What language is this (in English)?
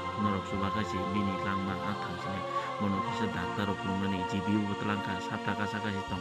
Kok Borok